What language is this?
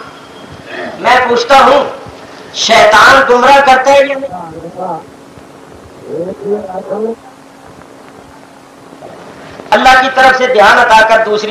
Urdu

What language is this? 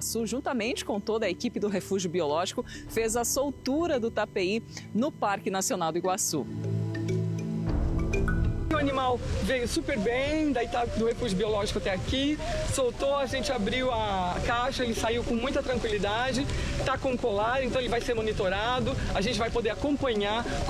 Portuguese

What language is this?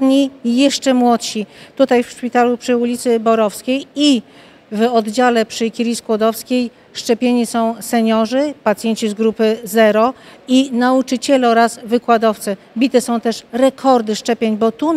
Polish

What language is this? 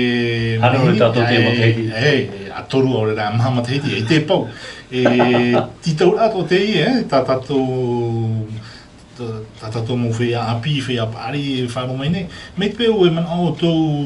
Tahitian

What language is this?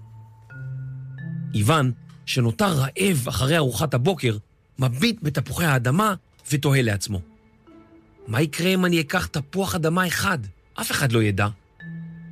Hebrew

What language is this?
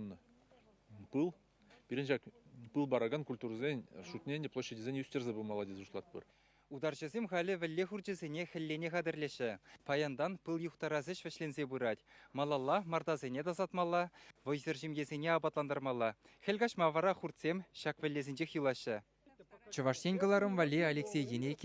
Chuvash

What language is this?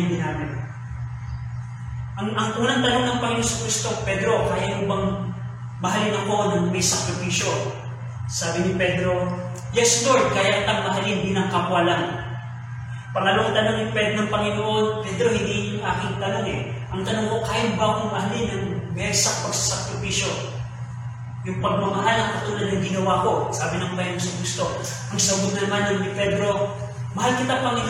Filipino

